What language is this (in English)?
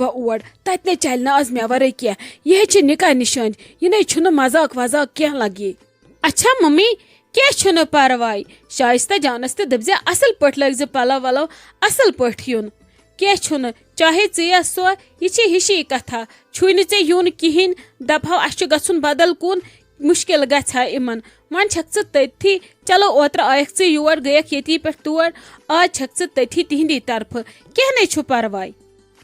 Kashmiri